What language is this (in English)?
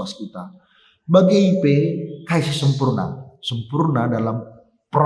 Batak Karo